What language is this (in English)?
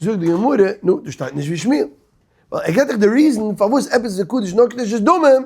Yiddish